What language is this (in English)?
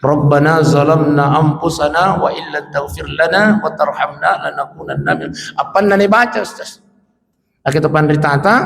Buginese